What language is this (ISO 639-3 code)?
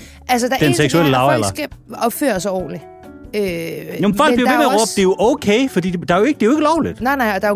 dan